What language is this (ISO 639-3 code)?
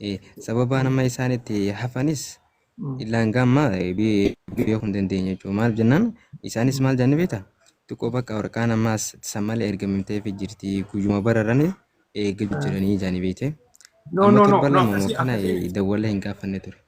orm